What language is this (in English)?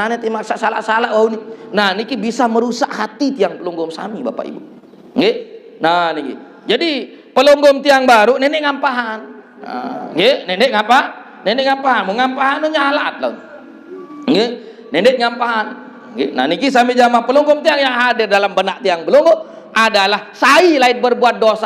Sasak